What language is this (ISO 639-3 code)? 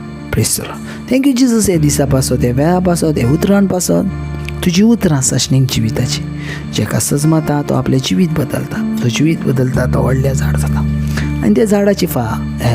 kok